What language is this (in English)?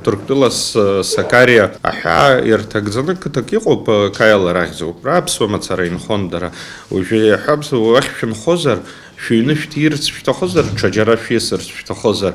Abkhazian